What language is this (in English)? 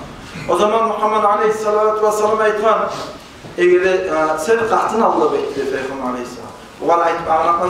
Kumyk